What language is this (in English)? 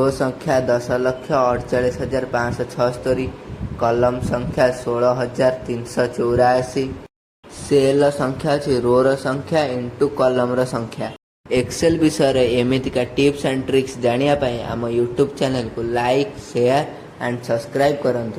Odia